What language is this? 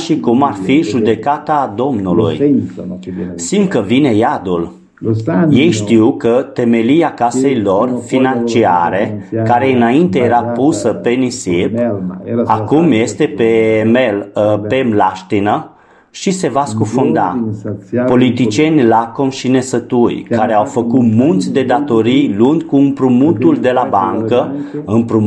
Romanian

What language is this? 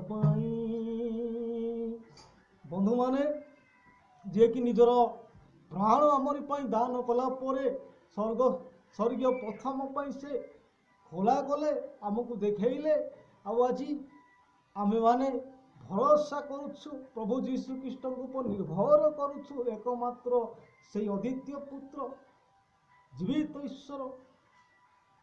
Odia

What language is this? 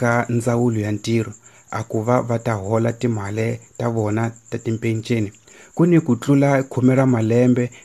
Tsonga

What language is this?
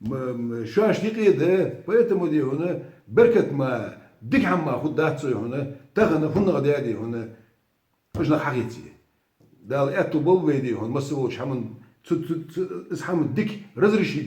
Ingush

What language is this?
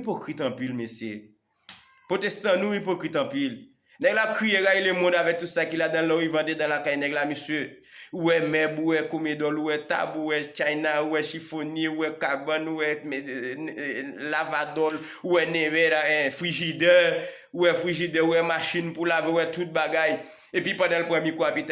Haitian Creole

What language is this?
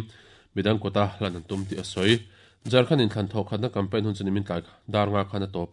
Mizo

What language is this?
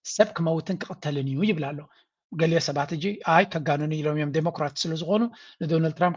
Tigrinya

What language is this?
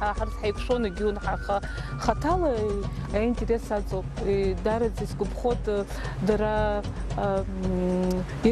Abkhazian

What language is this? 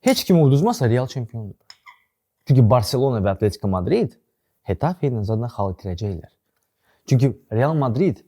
Azerbaijani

